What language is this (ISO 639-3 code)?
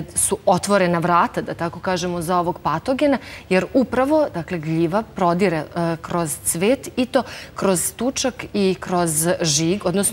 srp